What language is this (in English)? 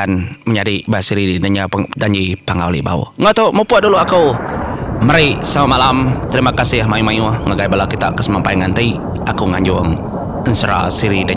Iban